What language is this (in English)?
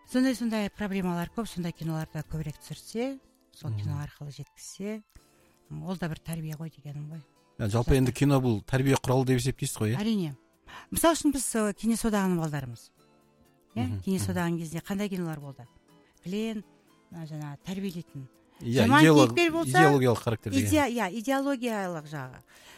Kazakh